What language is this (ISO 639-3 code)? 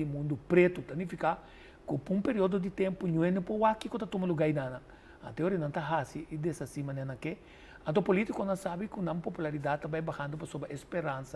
pap